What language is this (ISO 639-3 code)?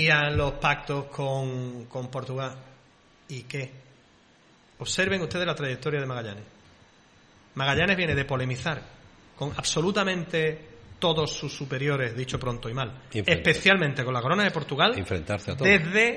spa